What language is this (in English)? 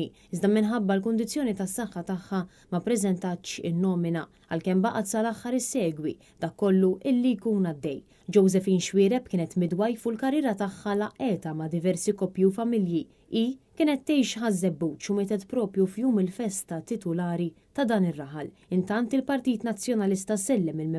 Maltese